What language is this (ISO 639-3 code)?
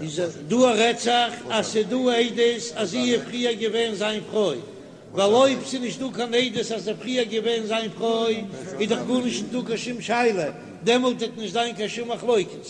yid